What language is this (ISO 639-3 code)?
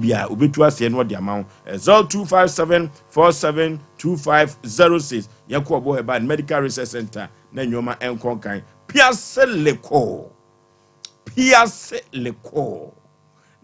aka